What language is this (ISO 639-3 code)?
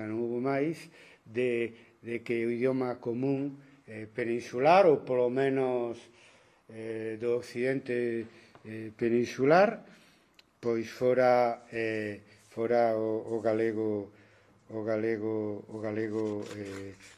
glg